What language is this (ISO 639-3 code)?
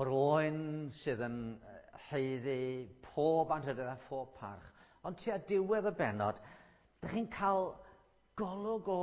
cym